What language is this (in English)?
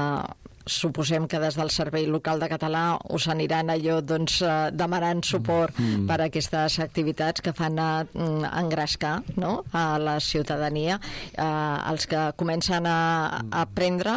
Catalan